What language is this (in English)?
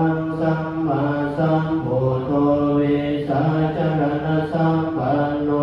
Pali